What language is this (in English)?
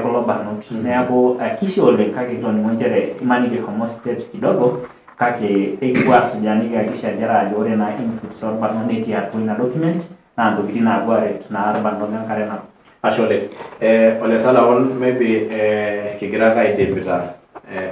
Masai